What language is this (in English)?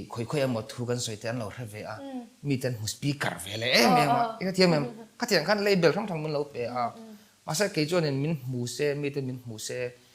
Mizo